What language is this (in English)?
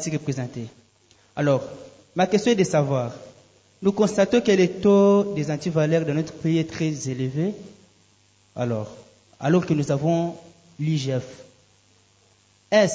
French